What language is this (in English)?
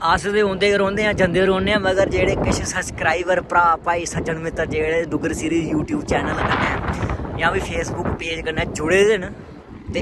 Dogri